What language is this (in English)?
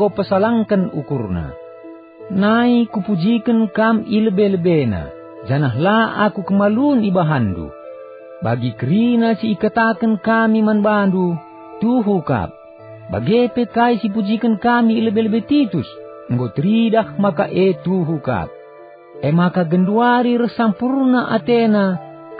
Batak Karo